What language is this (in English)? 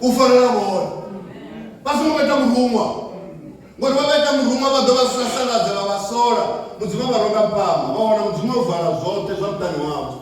Venda